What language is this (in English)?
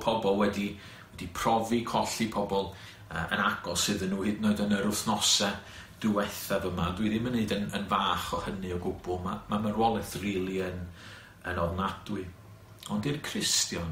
Welsh